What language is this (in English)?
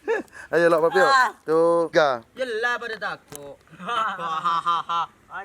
Madurese